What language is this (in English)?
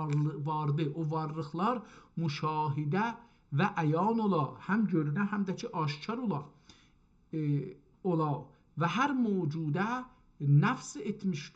South Azerbaijani